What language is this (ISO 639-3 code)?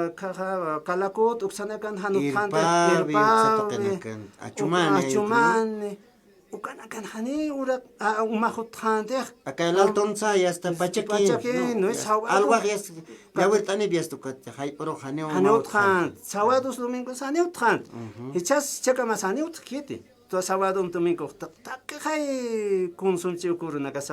aym